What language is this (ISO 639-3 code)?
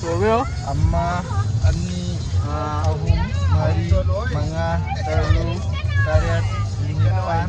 mni